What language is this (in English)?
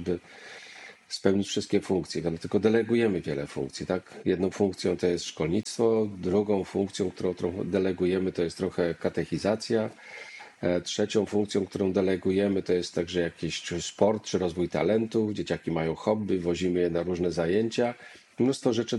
Polish